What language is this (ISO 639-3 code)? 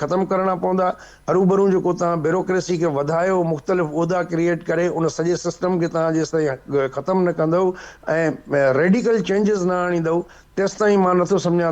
snd